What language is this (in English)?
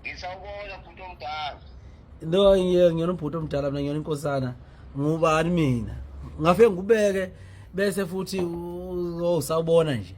Zulu